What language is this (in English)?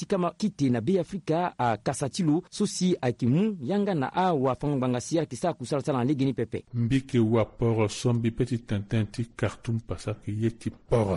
Sango